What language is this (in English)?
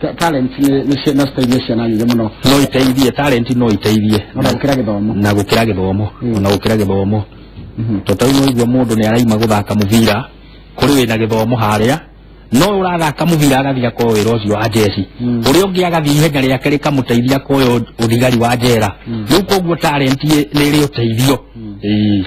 Kikuyu